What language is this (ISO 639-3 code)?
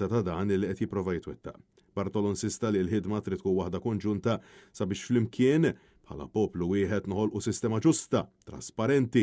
mlt